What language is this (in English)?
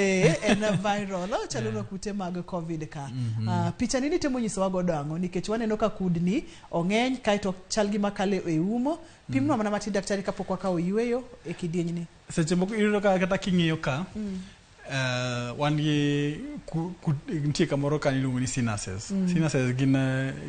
Luo (Kenya and Tanzania)